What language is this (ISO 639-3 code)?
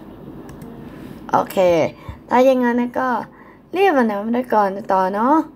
tha